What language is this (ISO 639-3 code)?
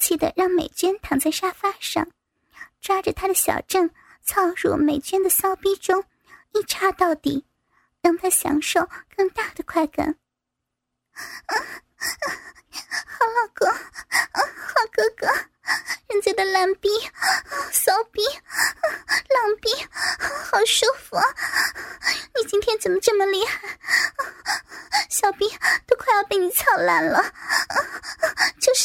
zho